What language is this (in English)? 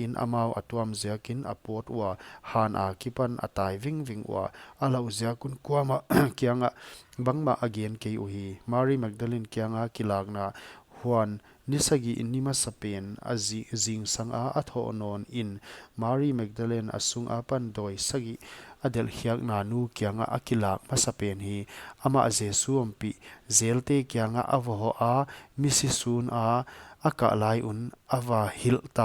Paite Chin